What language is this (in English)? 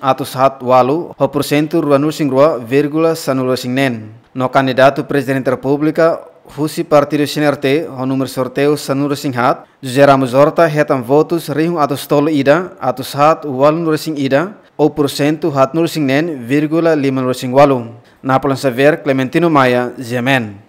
Tetum